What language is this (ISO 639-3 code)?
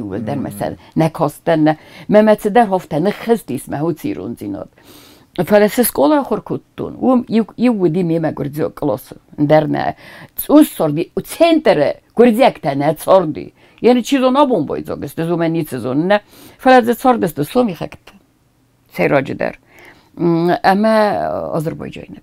oss